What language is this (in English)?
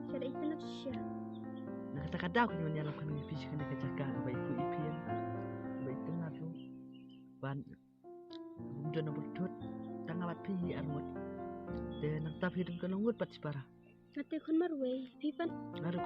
Khasi